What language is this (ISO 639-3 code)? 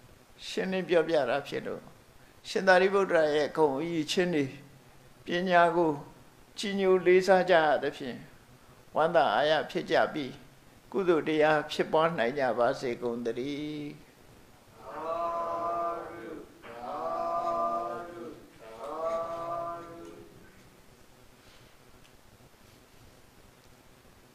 mya